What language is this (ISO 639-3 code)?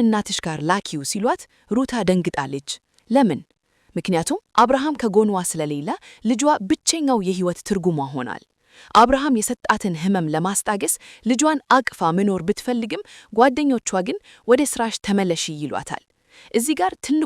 amh